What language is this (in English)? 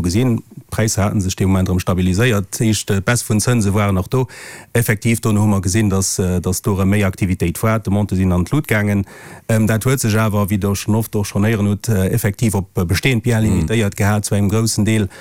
Luxembourgish